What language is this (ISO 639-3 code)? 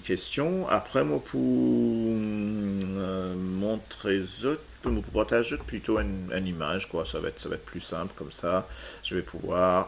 mfe